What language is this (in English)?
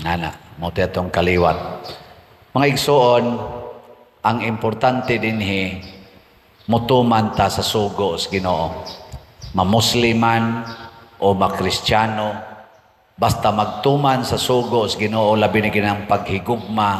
Cebuano